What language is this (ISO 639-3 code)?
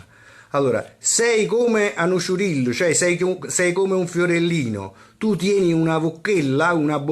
nap